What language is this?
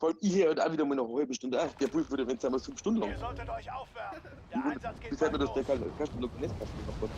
Bavarian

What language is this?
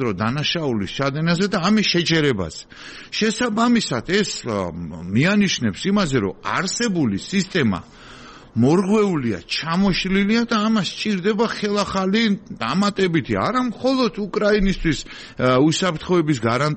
Georgian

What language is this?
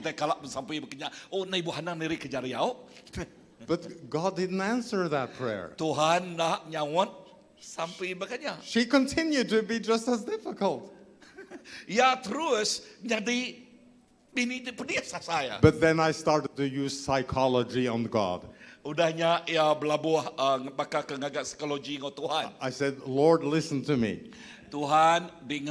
Iban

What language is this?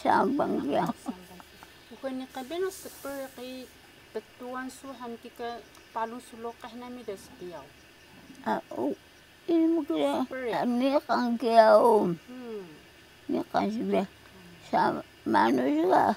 Taroko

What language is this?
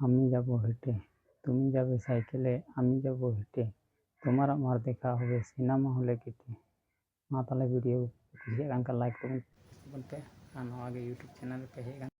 Santali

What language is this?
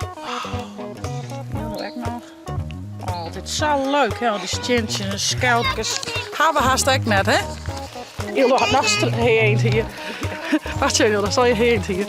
Western Frisian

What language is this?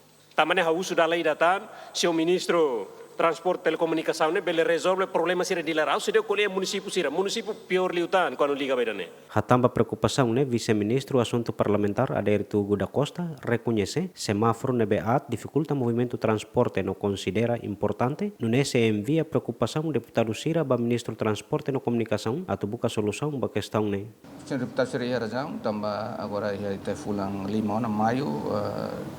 Tetum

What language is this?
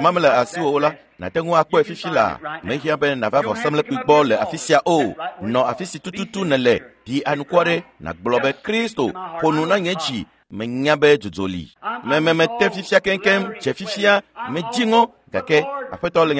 Ewe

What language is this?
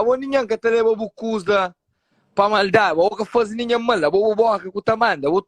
Kabuverdianu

